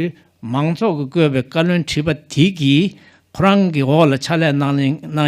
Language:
Tibetan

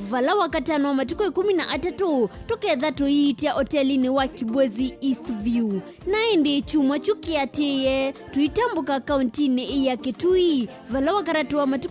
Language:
Kamba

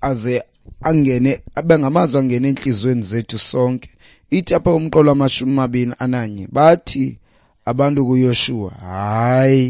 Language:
Xhosa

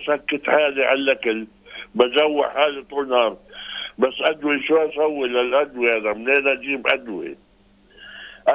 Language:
North Levantine Arabic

